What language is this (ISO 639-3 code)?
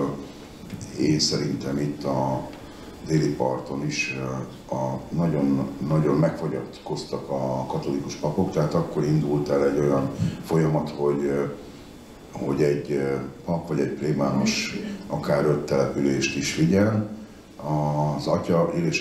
hun